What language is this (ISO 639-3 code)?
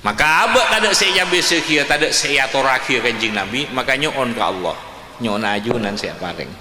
mad